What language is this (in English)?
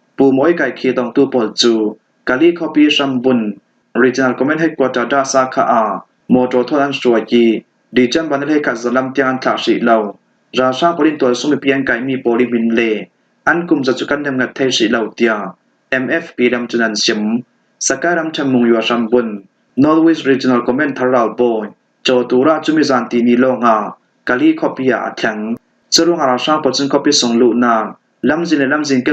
Falam Chin